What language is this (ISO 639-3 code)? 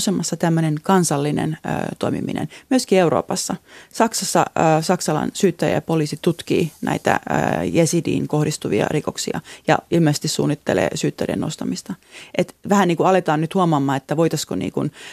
fin